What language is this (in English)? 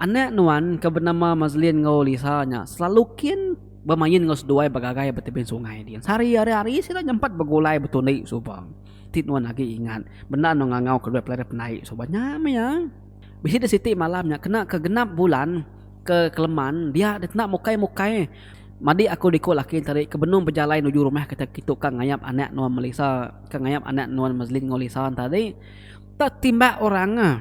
Iban